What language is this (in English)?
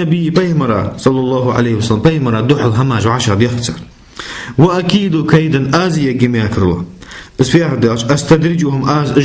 Ingush